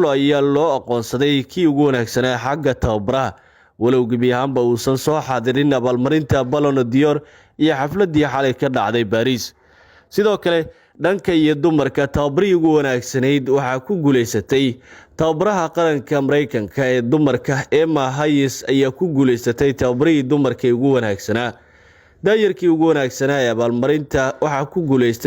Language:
Somali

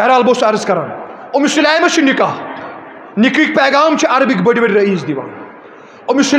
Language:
Kashmiri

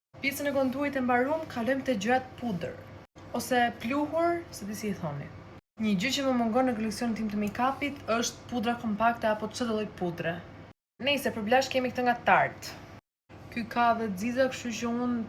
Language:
Albanian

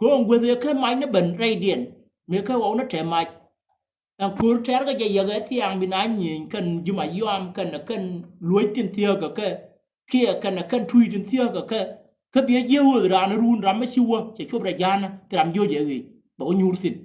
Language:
Nuer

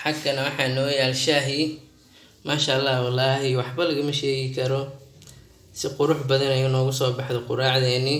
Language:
Somali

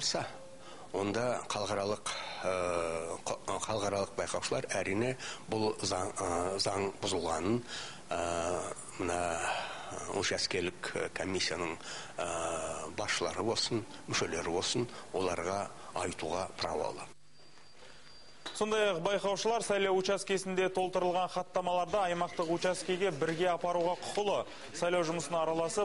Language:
Kazakh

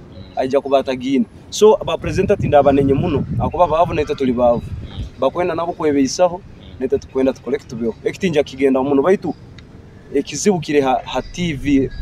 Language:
Nyoro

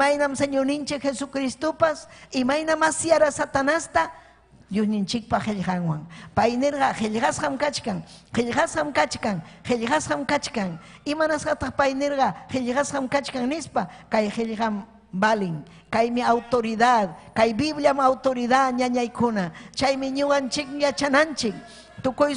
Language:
Ayacucho Quechua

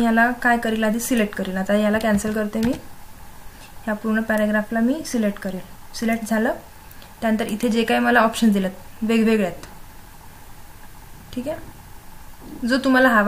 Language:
Marathi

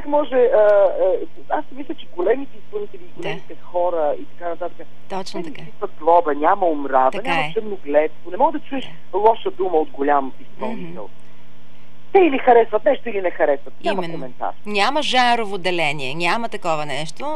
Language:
Bulgarian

